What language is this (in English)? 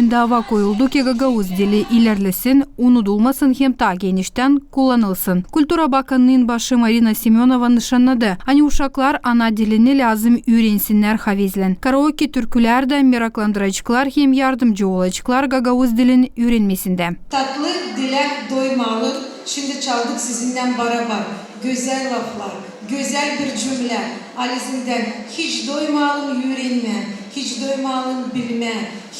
Gagauz